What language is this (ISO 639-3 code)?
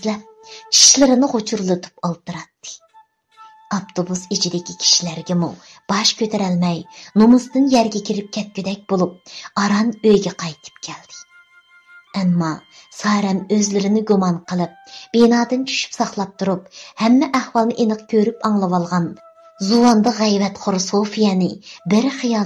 uig